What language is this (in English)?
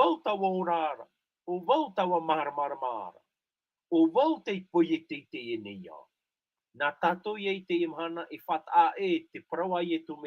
Tahitian